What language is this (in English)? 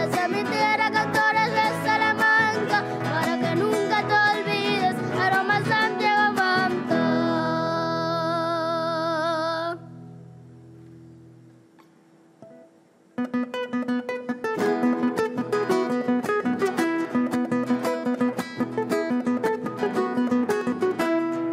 Spanish